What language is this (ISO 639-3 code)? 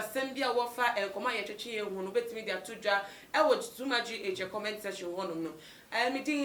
aka